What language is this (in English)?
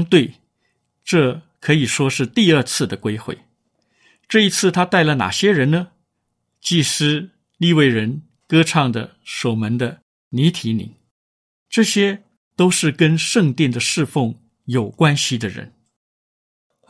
Chinese